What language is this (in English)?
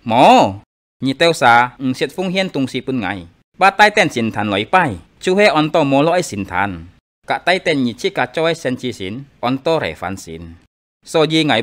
Hakka Chinese